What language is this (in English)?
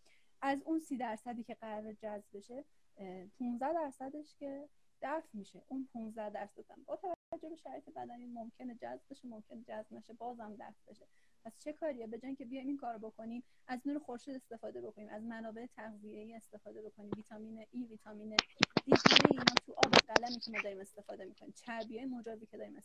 Persian